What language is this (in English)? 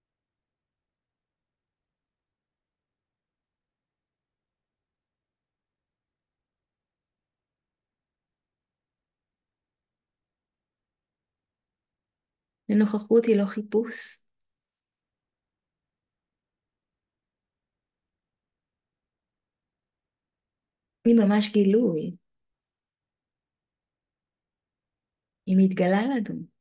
Hebrew